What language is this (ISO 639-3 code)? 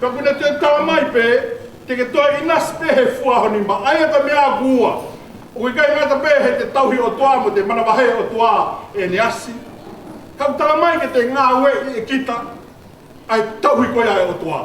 ton